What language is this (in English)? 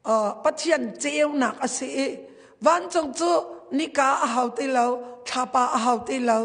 Hakha Chin